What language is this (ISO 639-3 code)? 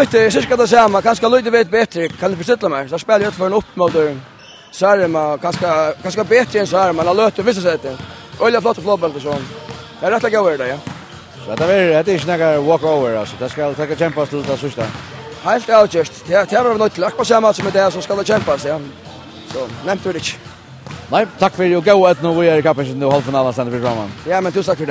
fao